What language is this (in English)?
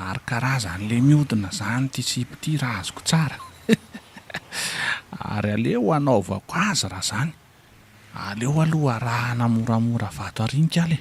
Malagasy